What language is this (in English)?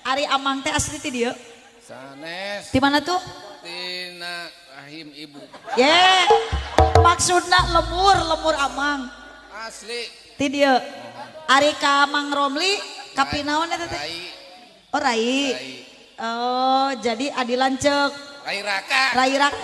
Sundanese